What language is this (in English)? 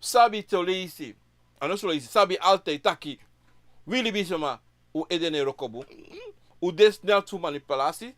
Sranan Tongo